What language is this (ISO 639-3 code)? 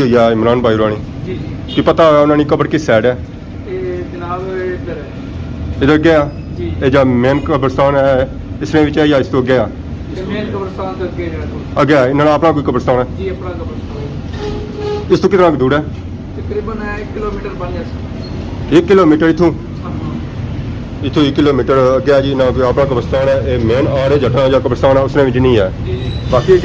phr